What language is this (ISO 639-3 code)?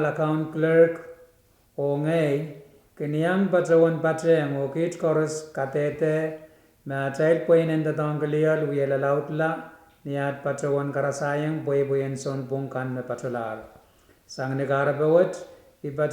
pon